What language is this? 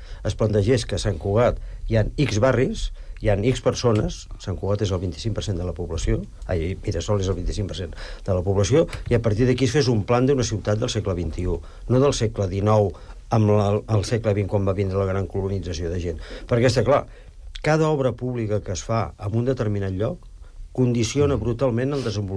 Catalan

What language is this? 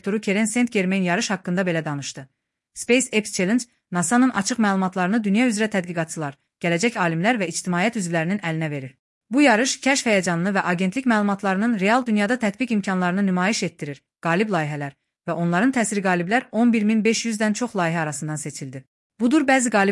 Azerbaijani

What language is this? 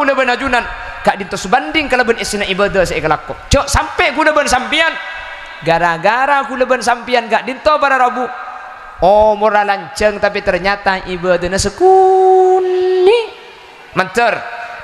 Madurese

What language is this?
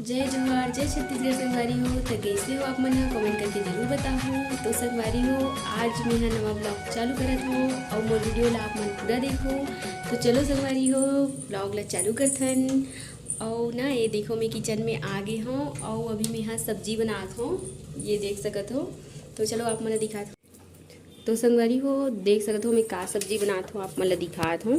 Chhattisgarhi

